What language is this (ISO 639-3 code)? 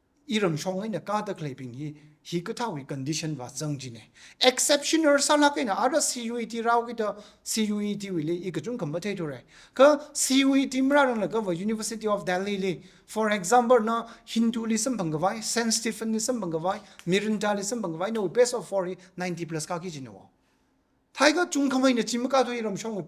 nmf